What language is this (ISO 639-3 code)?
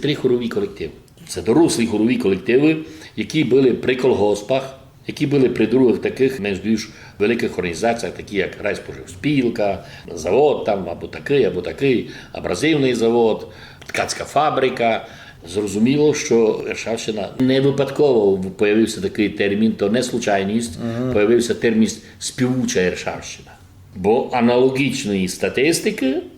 rue